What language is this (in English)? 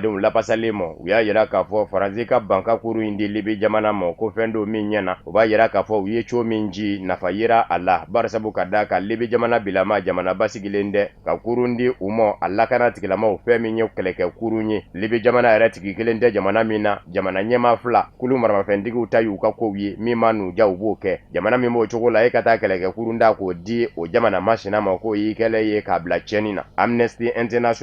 Bambara